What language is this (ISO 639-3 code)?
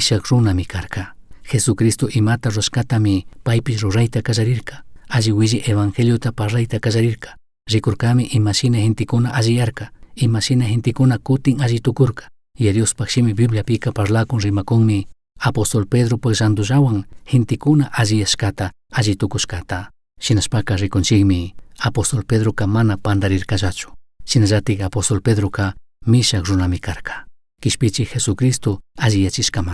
qug